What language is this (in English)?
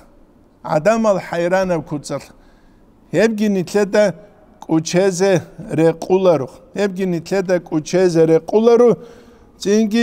Avaric